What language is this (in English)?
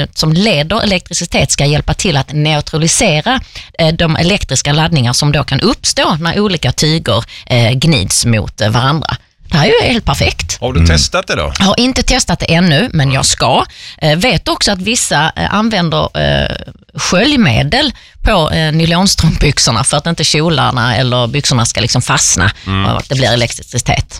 Swedish